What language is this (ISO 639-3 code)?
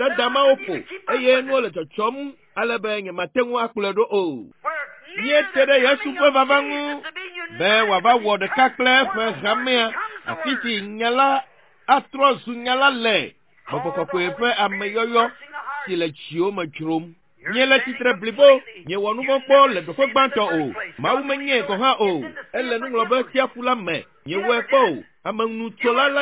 ewe